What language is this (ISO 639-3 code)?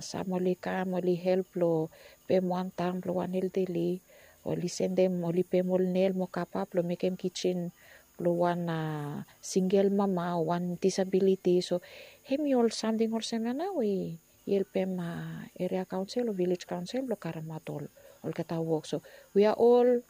bis